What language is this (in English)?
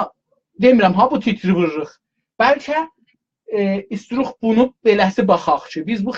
South Azerbaijani